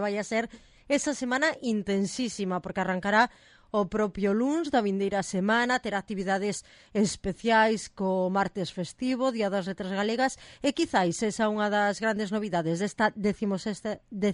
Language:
Galician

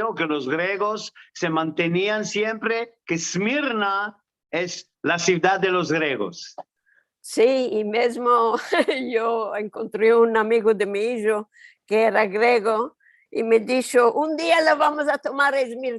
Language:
Ladino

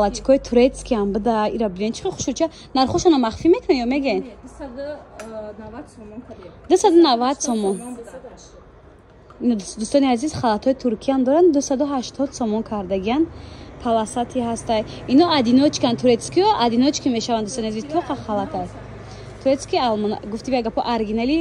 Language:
Tajik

